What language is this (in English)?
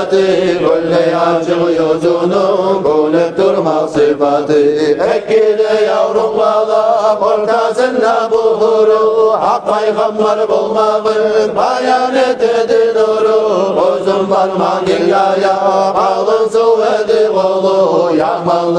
Kumyk